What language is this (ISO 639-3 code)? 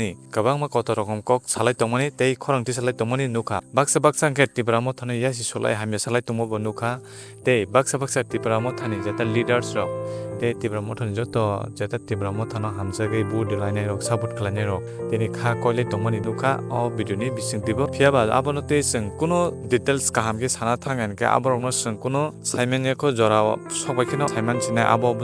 trp